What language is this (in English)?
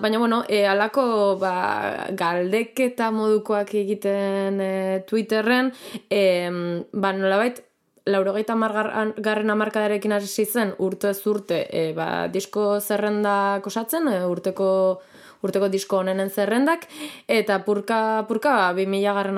Basque